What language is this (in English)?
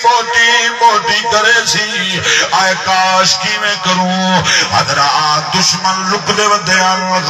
Saraiki